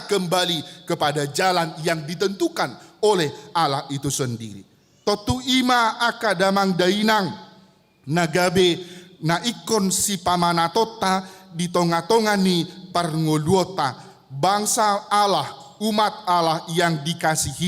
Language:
Batak Toba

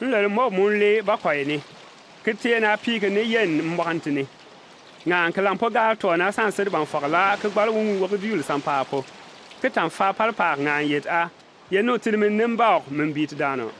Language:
Bimoba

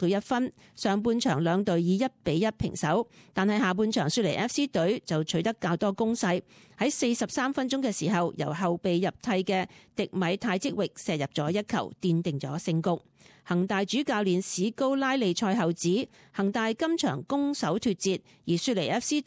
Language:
Cantonese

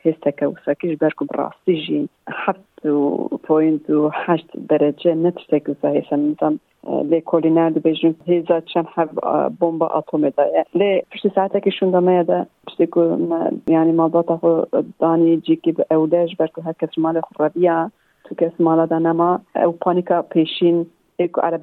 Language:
Kurdish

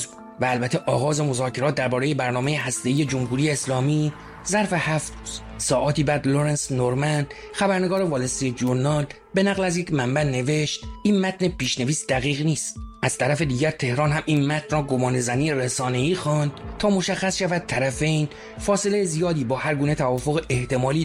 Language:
Persian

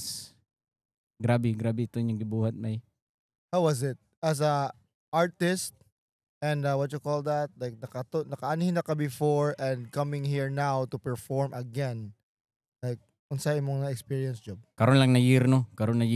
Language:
Cebuano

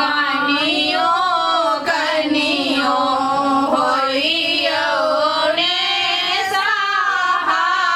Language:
Maithili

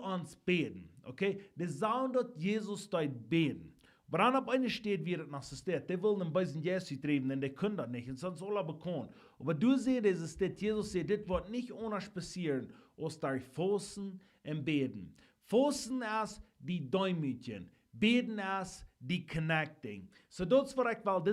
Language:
Plautdietsch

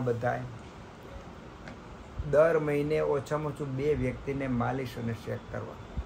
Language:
Gujarati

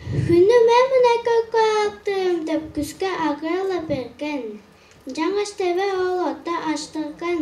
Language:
Tuvinian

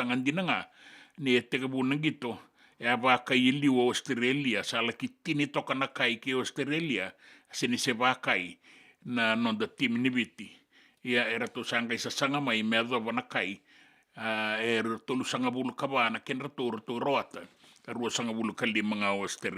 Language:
Fijian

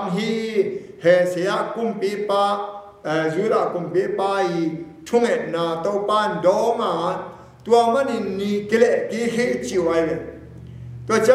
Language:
Tedim Chin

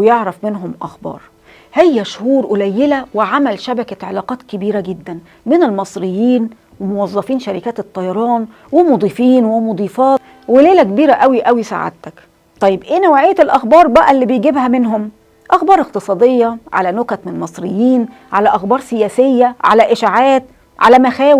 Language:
Egyptian Arabic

